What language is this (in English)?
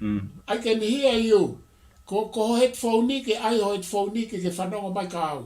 Tongan